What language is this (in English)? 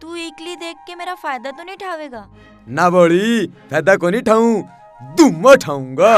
Haryanvi